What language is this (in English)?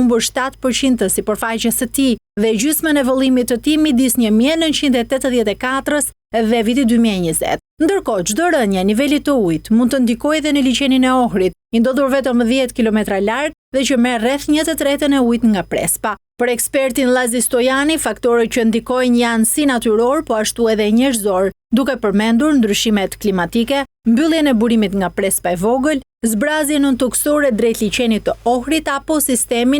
Albanian